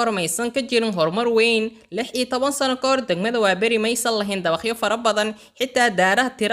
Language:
Somali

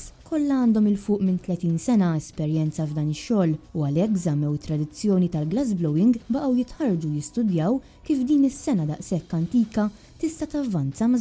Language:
Maltese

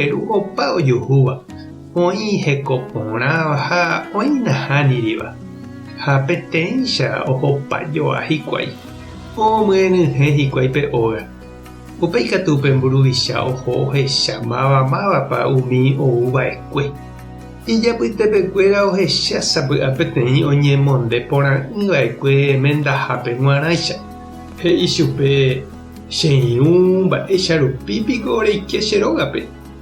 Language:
Guarani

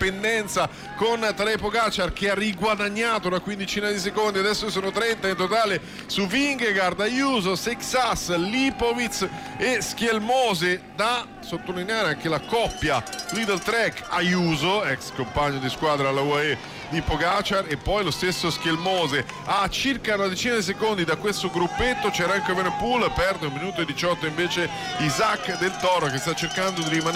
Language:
Italian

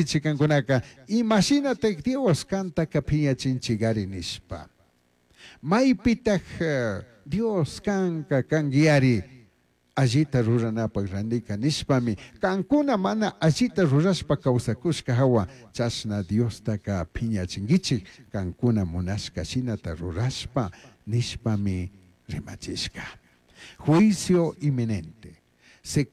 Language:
Chimborazo Highland Quichua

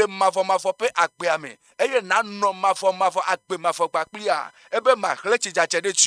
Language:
Ewe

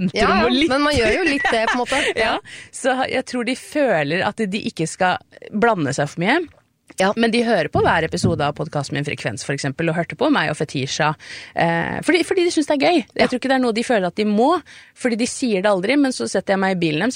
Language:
Norwegian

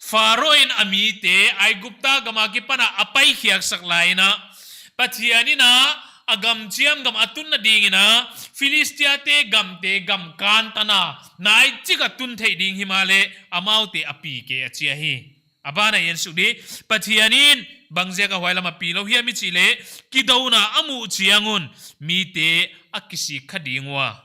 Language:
Paite Chin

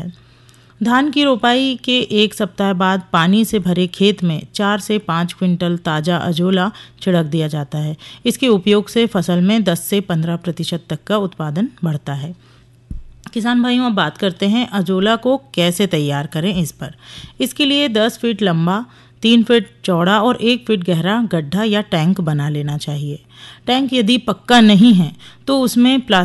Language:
Hindi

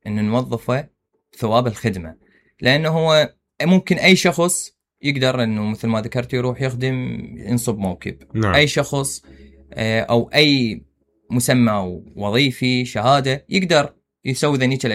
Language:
Mesopotamian Arabic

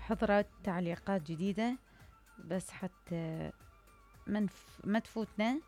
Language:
Mesopotamian Arabic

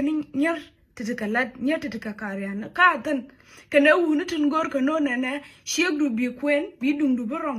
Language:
Nuer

